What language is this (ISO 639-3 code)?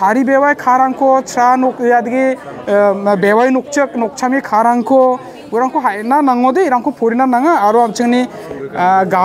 grt